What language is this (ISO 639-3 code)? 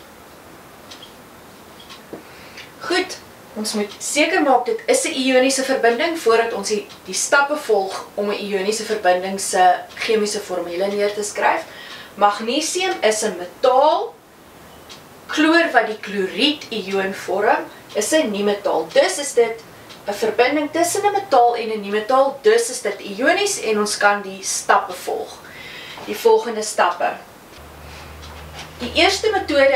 afr